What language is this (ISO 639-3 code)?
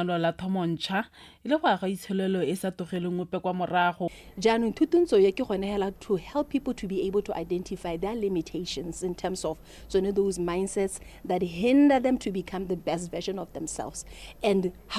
tsn